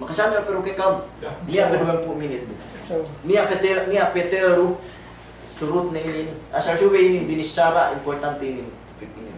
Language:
Yakan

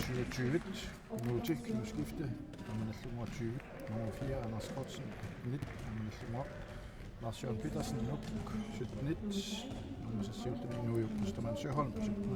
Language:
Kalaallisut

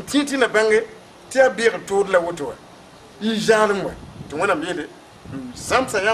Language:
Mossi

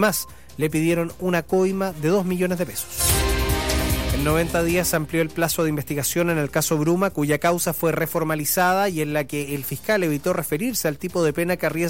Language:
Spanish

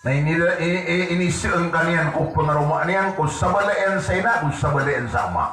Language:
Maranao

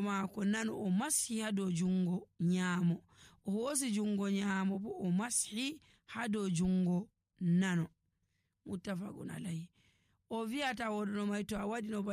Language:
Nigerian Fulfulde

